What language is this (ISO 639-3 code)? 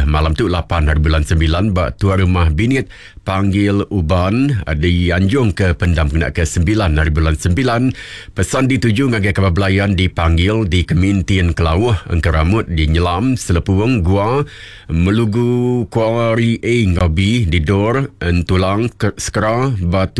iba